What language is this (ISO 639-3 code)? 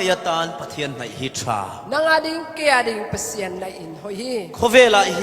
cfm